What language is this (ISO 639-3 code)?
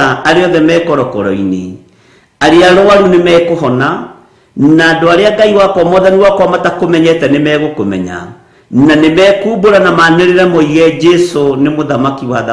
kik